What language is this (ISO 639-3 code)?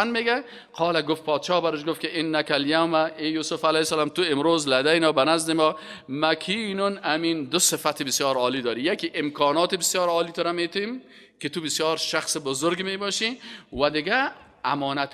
fas